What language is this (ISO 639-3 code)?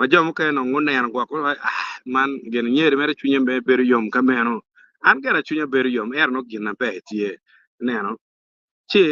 ach